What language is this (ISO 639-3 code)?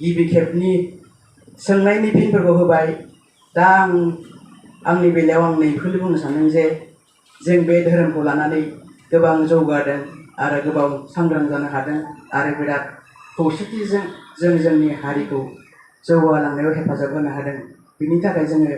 brx